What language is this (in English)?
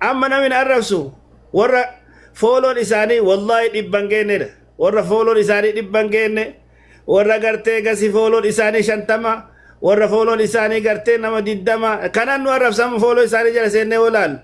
Oromo